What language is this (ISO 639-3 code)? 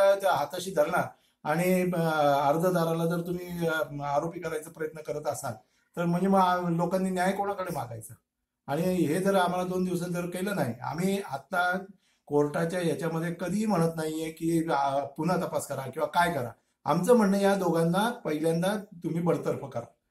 mar